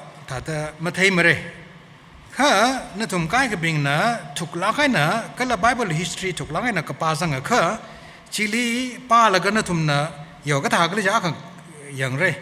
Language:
Tangkhul Naga (India)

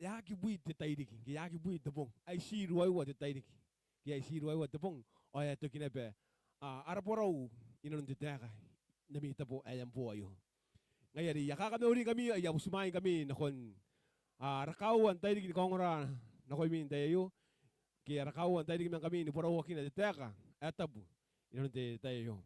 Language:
Gilbertese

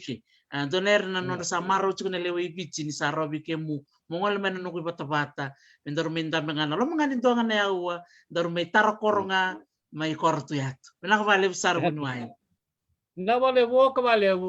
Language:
Fijian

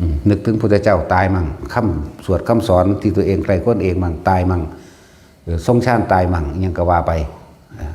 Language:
Northeastern Thai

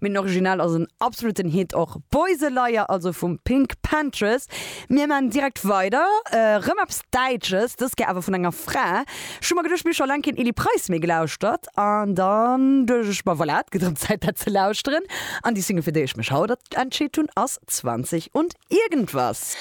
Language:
Luxembourgish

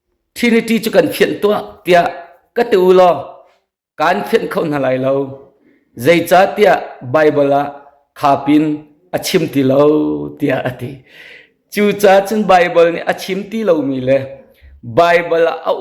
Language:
Hakha Chin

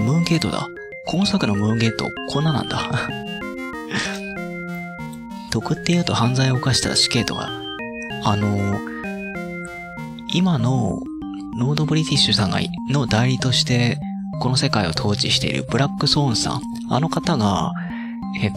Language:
Japanese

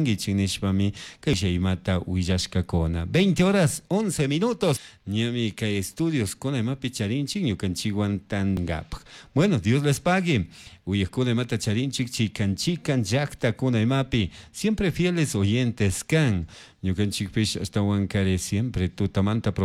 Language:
Chimborazo Highland Quichua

